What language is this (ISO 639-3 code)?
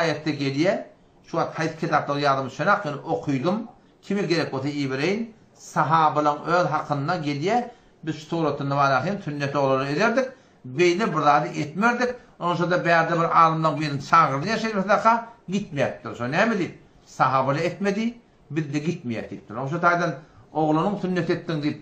tuk